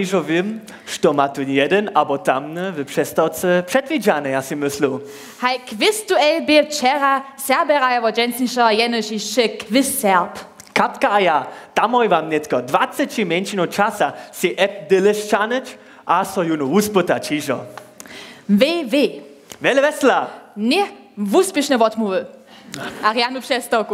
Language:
Upper Sorbian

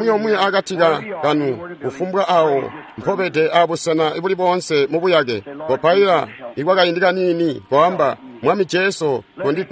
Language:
Tonga (Zambia)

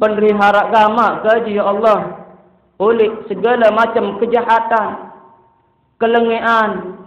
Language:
Sasak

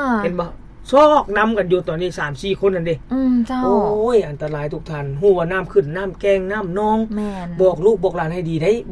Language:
Lao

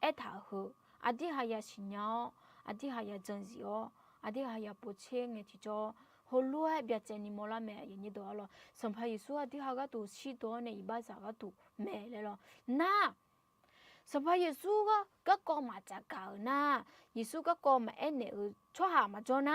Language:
Akha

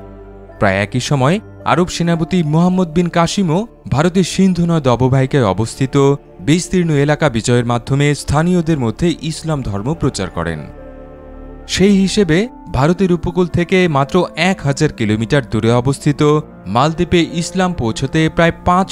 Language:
Bangla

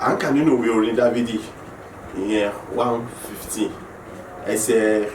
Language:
Yoruba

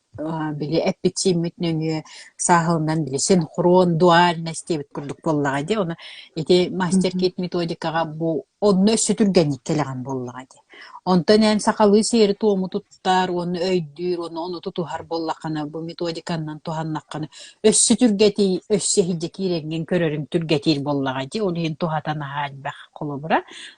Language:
Yakut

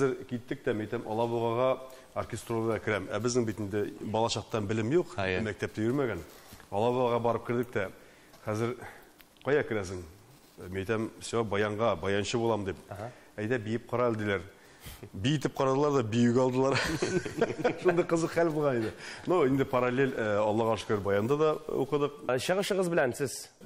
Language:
Tatar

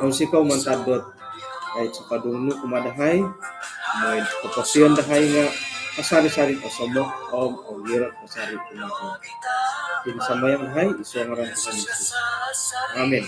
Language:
Central Dusun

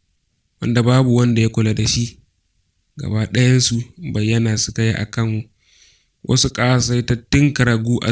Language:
Hausa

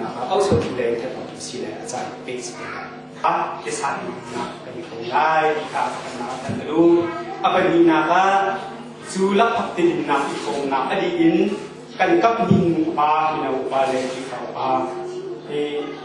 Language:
Hakha Chin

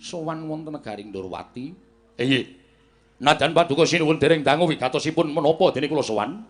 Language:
Javanese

